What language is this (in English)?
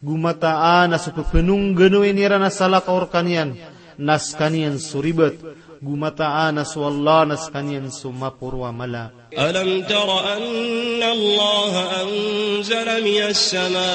Maranao